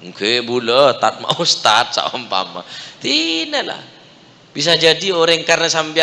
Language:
Madurese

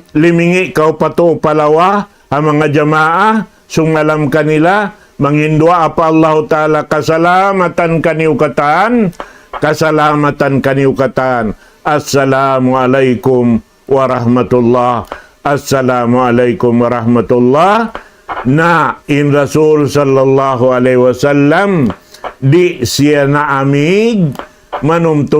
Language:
Tausug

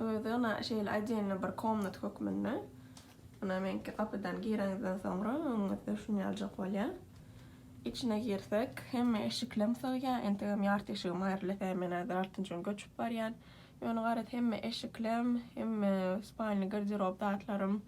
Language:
Turkmen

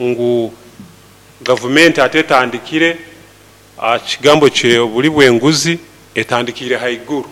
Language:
Nyoro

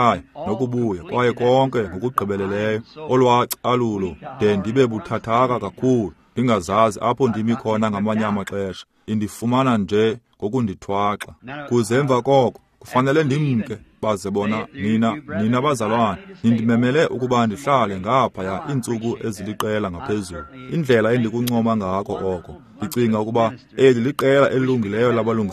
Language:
Xhosa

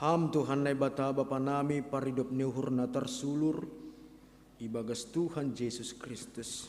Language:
Batak Simalungun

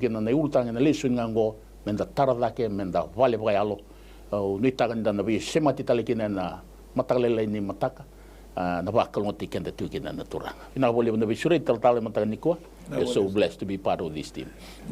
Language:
Fijian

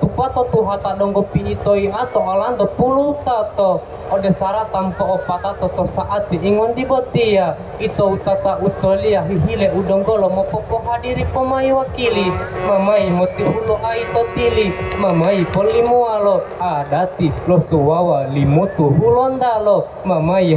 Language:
Gorontalo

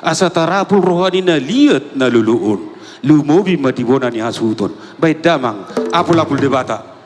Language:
Batak Toba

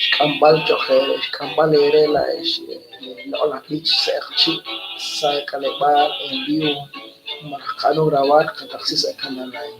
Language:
Kekchí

